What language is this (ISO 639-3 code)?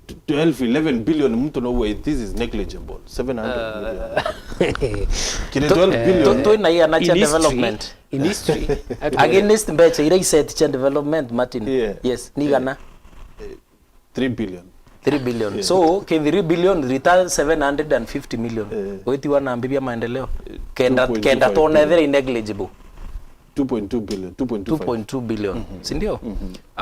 mer